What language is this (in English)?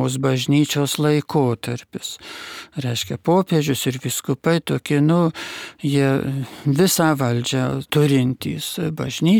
Lithuanian